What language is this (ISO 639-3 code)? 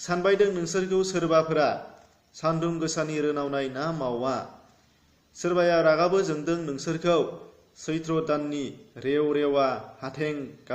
brx